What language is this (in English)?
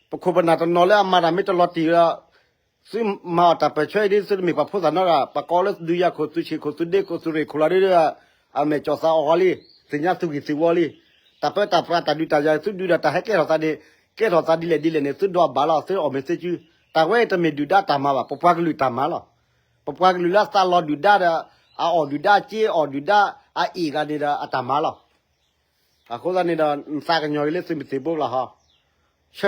S'gaw Karen